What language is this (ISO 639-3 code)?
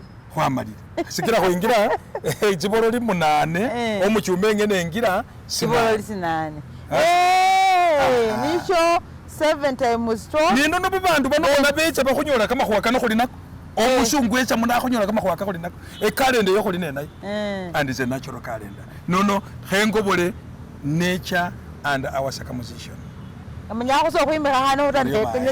myx